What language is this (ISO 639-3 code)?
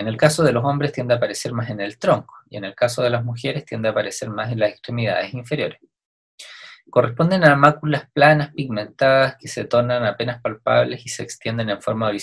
spa